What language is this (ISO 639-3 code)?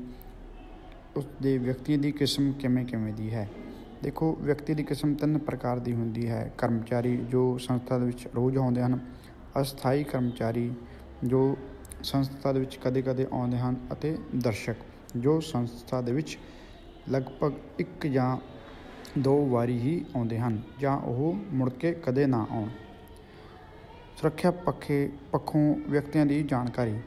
pan